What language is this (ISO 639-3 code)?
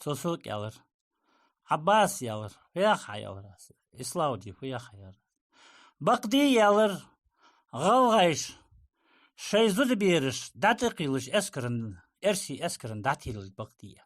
inh